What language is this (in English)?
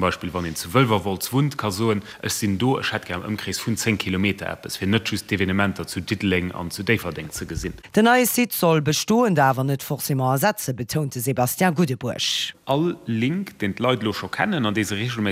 Luxembourgish